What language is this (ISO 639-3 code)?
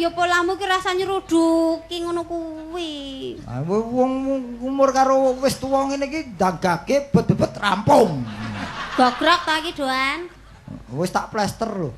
jav